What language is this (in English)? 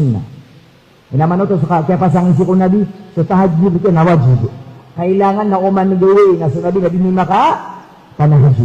Maranao